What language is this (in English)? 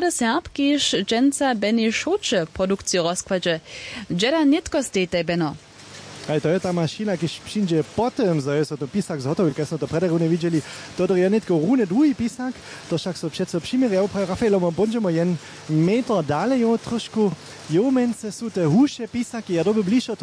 Upper Sorbian